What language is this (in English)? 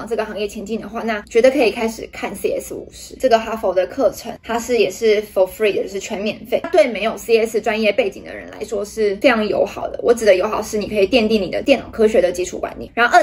Chinese